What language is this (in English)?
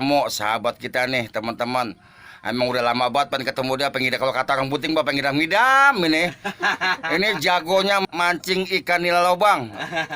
Betawi